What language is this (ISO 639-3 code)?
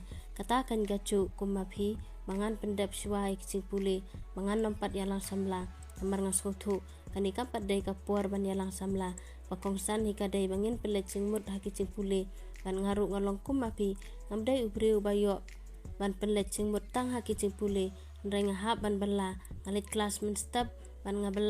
kha